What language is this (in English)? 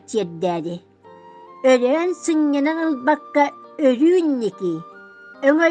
Yakut